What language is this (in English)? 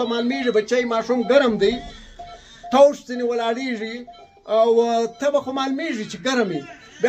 Pashto